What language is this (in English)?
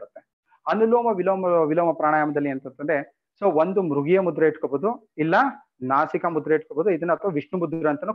Kannada